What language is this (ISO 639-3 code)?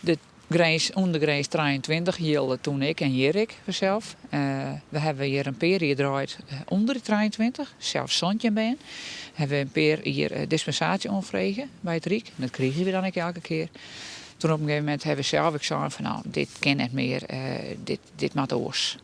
fry